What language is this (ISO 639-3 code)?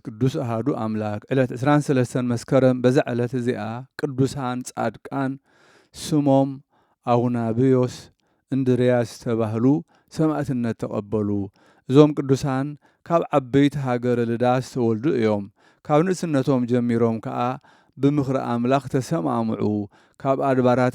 tir